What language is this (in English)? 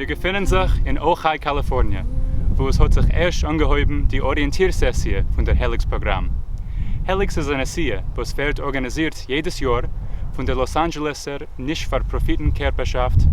Yiddish